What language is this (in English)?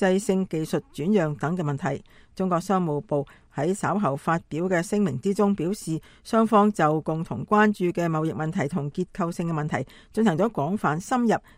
Cantonese